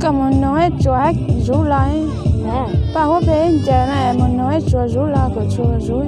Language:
Hmong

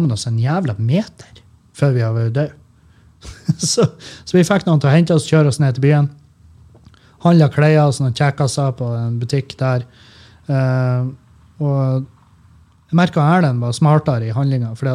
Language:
Norwegian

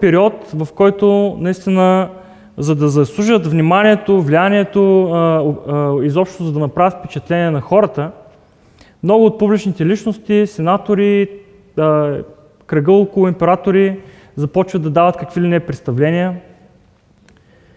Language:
Bulgarian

